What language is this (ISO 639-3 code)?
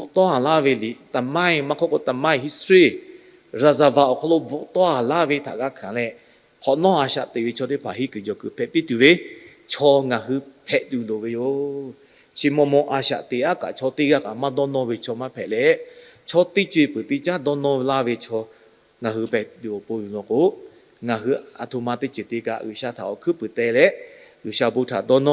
lhu